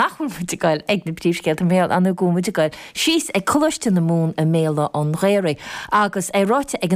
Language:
Irish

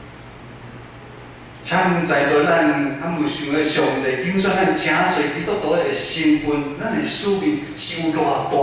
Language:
Min Nan Chinese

